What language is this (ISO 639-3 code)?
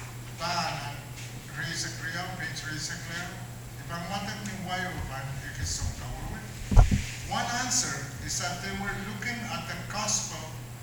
pon